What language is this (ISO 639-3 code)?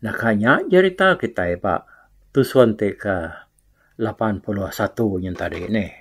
iba